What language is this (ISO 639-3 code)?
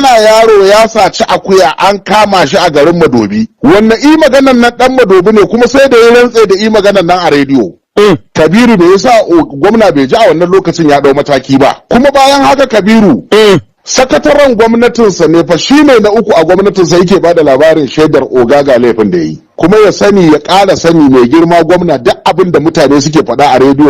hau